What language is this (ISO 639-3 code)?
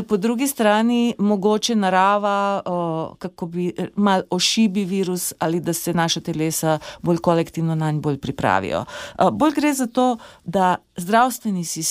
slv